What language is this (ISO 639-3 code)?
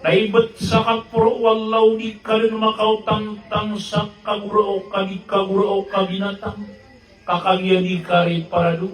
mrw